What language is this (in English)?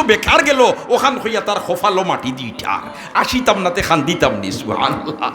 Sylheti